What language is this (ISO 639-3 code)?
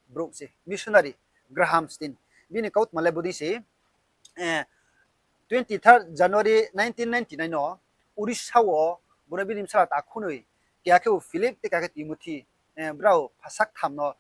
ria